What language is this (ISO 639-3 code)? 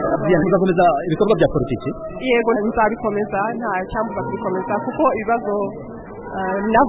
kin